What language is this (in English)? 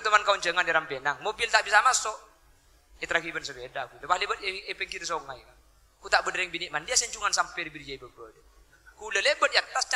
Madurese